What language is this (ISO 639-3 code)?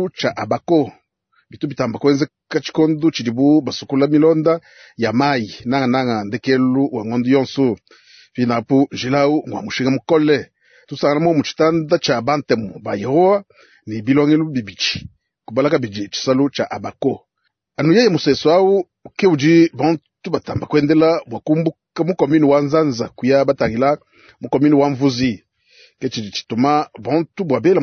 lua